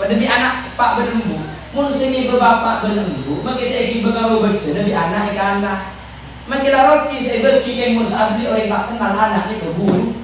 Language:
Madurese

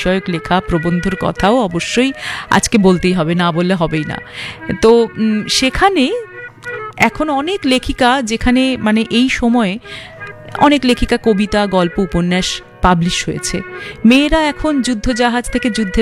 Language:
Bangla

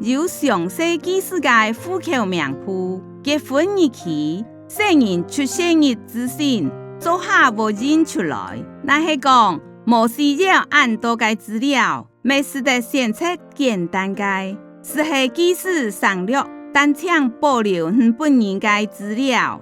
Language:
Hakka Chinese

